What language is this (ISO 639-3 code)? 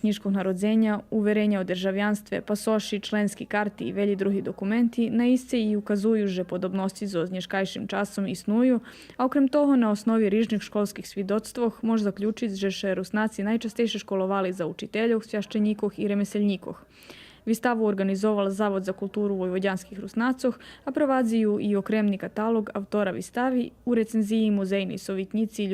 rue